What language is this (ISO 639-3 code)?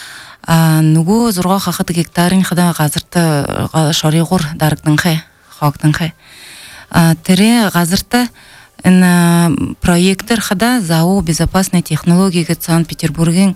bel